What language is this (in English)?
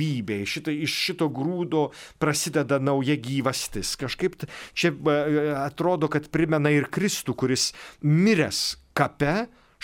Lithuanian